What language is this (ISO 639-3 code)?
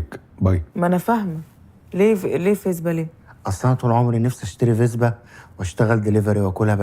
arz